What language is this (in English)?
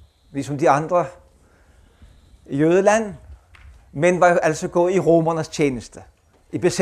Danish